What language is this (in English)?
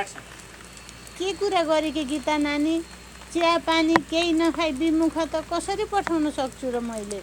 Nepali